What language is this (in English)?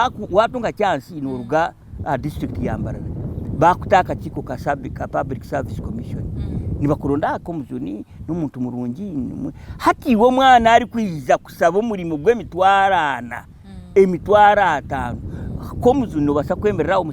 Nyankole